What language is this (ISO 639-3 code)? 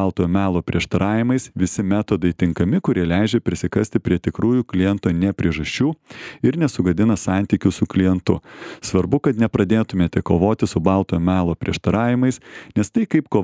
lit